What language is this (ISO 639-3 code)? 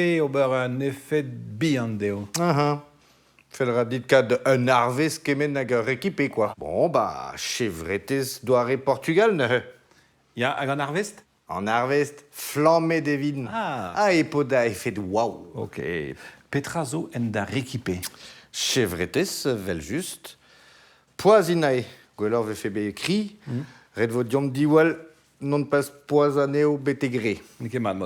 bre